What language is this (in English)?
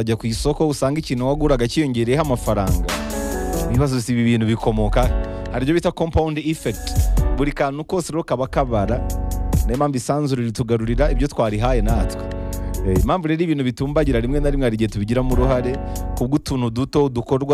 Kinyarwanda